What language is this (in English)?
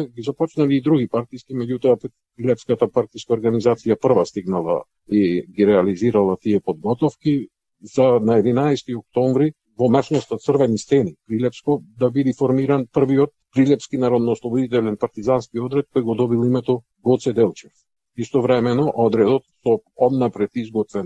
Macedonian